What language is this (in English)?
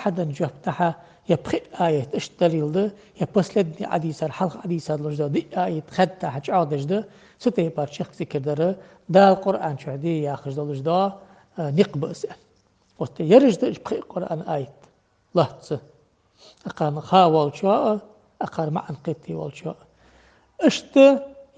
Ingush